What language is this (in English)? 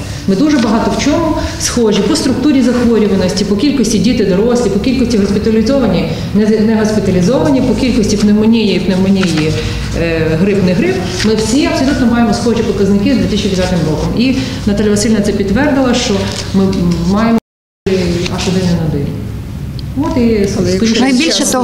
Ukrainian